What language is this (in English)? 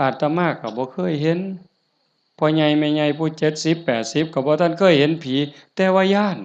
Northeastern Thai